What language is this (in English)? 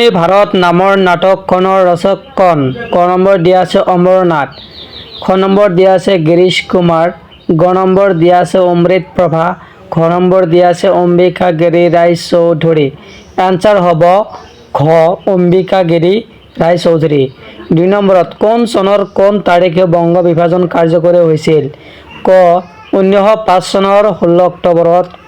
Assamese